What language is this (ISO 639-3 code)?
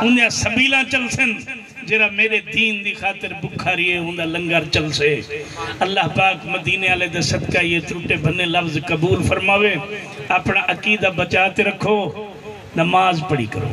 skr